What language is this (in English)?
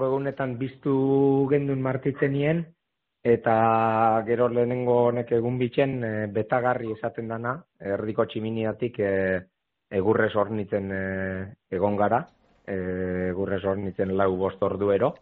Basque